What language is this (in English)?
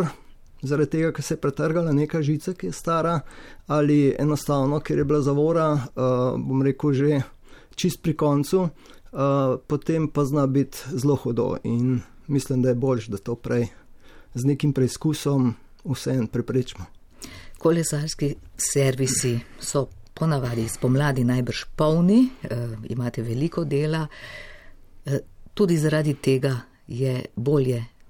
Slovenian